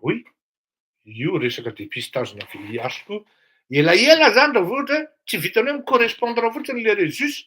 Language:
Malagasy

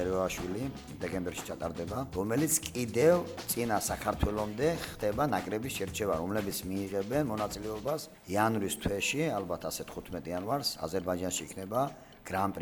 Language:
Georgian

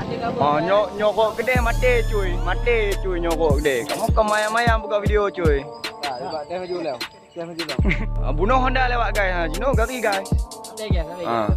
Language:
Achinese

